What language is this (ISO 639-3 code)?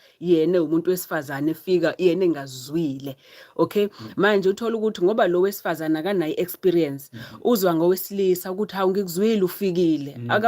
zul